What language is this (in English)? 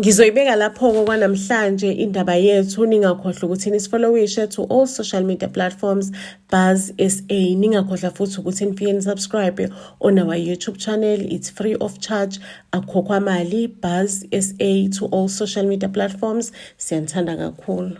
Zulu